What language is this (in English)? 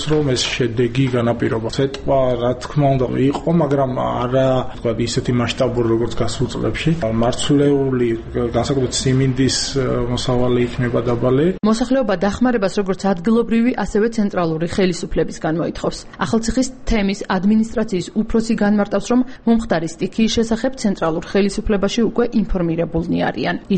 Georgian